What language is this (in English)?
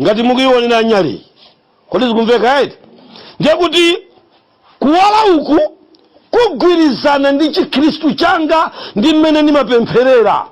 Nyanja